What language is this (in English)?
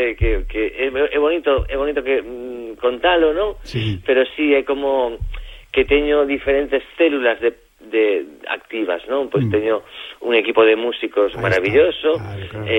Galician